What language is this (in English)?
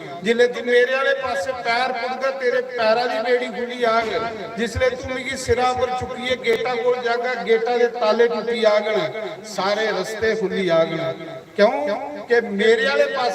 Dogri